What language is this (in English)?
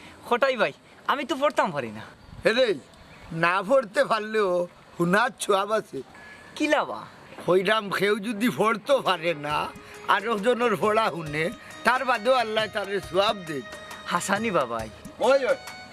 Sylheti